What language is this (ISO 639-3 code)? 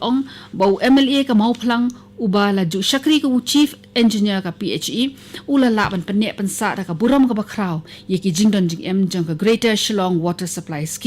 kha